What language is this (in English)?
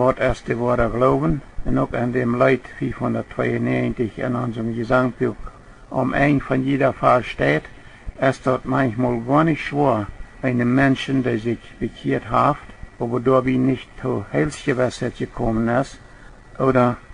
Plautdietsch